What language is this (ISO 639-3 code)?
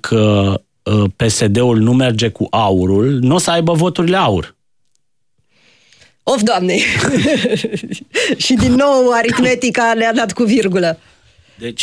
ron